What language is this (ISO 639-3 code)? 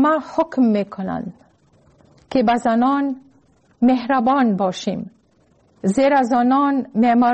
fas